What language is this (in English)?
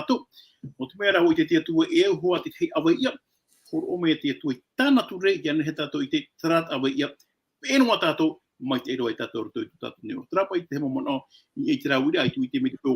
Tahitian